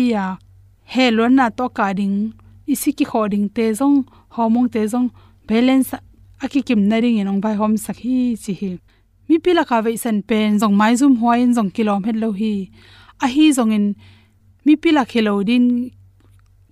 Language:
Tedim Chin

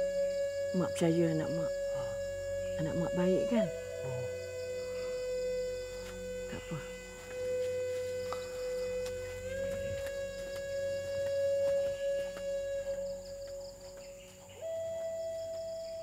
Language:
Malay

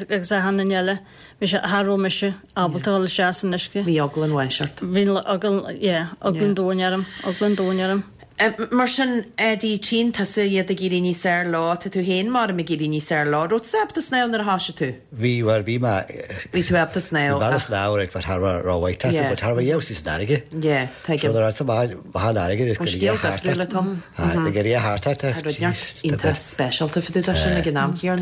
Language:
Irish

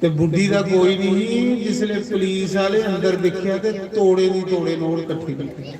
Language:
Dogri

